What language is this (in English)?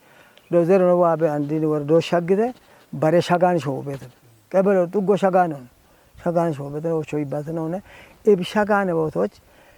Kafa